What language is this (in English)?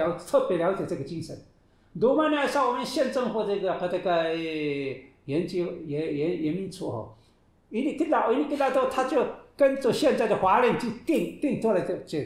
Taroko